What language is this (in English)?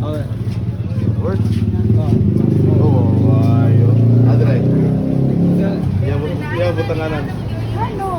Cebuano